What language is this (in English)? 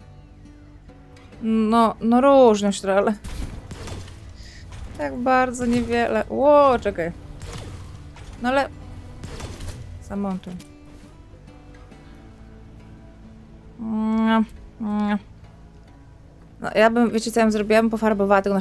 Polish